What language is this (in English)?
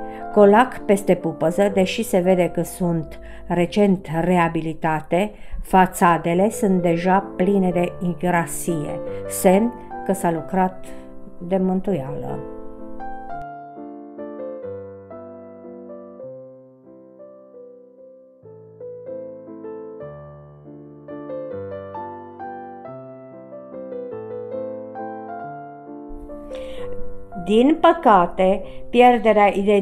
Romanian